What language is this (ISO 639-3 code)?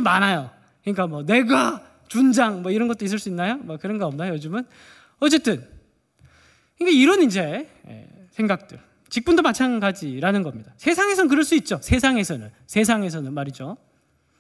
kor